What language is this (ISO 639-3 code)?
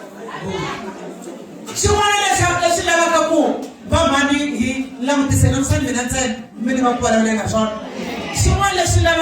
tso